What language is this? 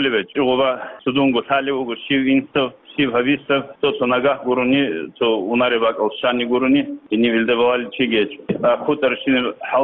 Avaric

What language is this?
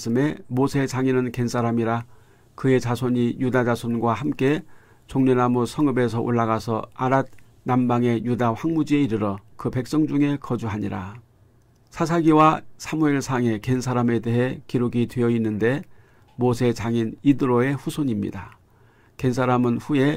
Korean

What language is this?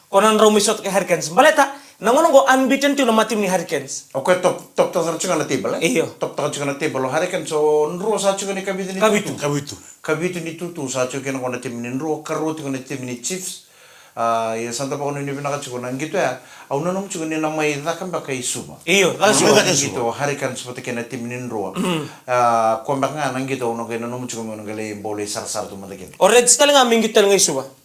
Fijian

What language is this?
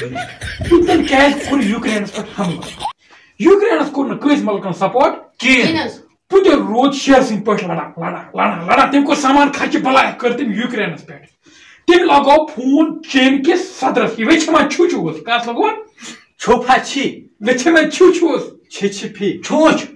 Kashmiri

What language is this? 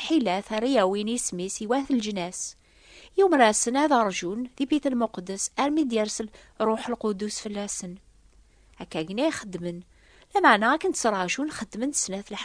Kabyle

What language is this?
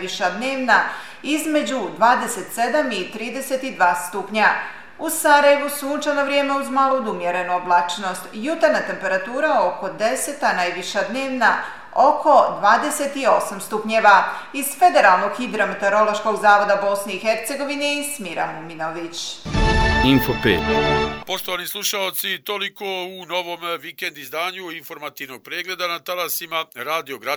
Bosnian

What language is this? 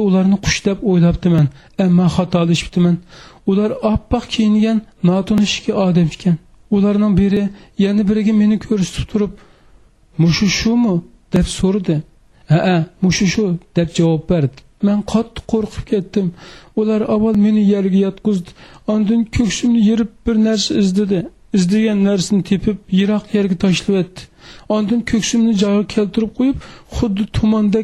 Uyghur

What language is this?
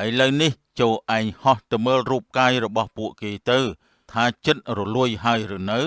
Khmer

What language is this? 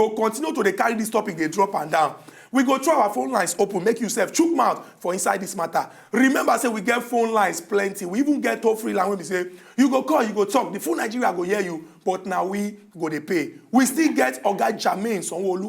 Nigerian Pidgin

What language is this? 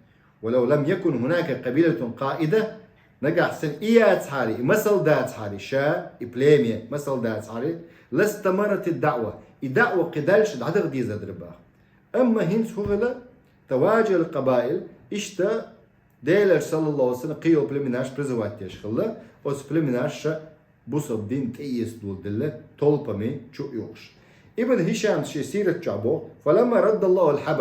Chechen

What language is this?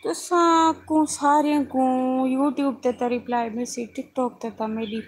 Saraiki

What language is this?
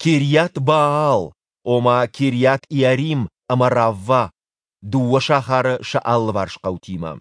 Ossetic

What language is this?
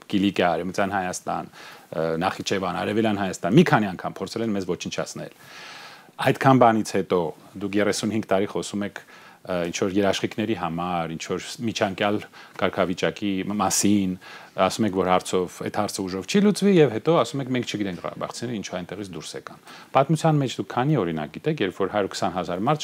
Armenian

